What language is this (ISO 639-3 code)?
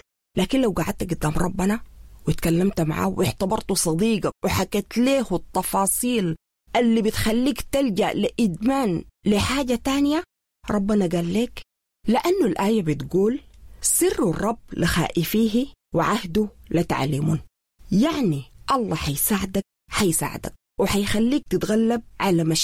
apd